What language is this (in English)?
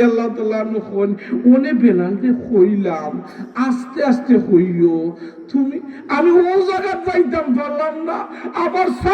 Sylheti